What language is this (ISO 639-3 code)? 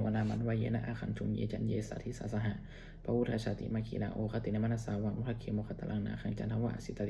pli